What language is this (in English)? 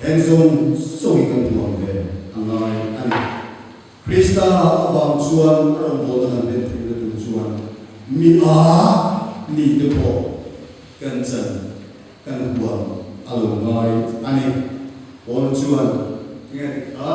Mizo